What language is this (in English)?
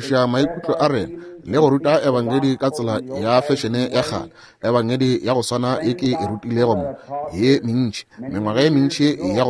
Northern Sotho